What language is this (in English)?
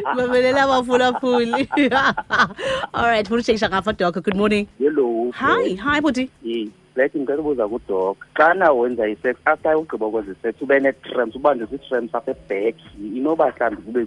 Xhosa